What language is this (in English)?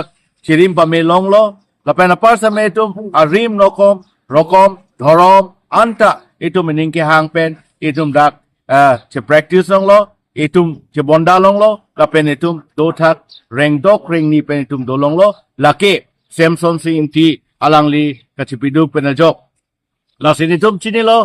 Karbi